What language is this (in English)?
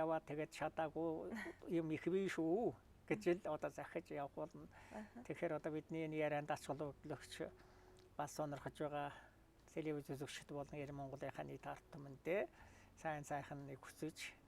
Mongolian